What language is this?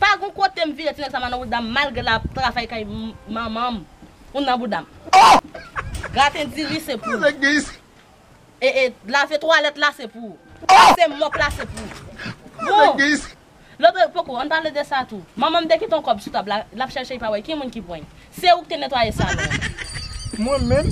Haitian Creole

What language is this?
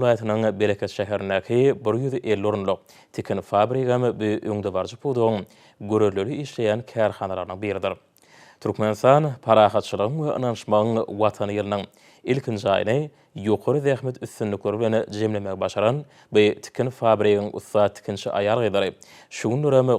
Turkmen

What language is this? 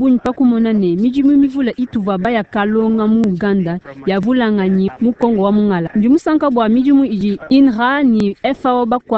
Luba-Lulua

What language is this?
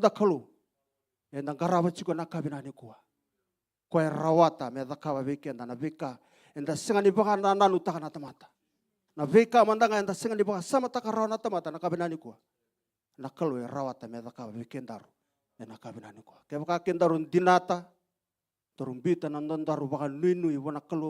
Fijian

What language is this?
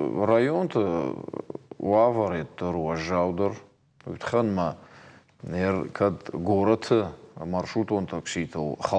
Ossetic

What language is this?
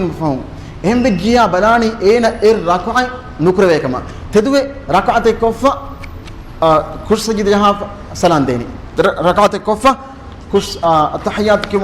Divehi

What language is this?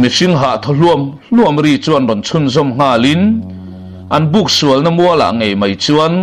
Mizo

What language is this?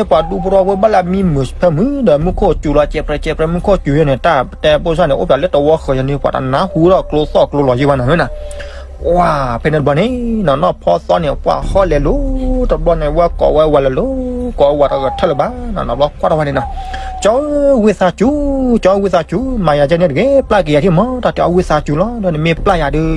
S'gaw Karen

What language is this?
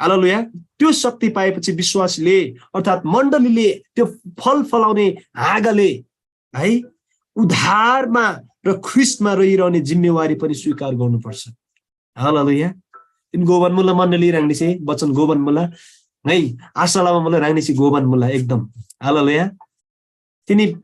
Eastern Tamang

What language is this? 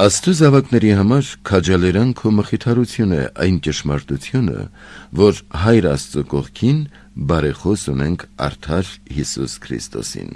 Armenian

